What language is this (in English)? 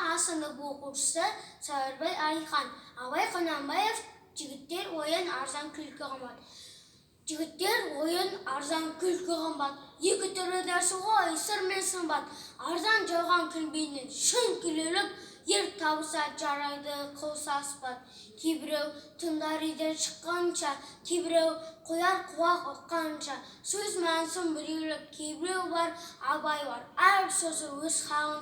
Kazakh